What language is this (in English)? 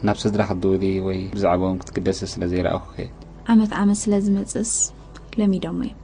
Tigrinya